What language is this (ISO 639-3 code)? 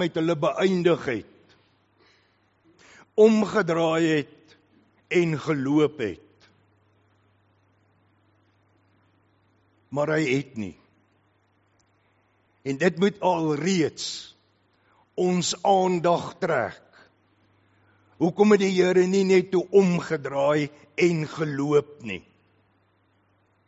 afr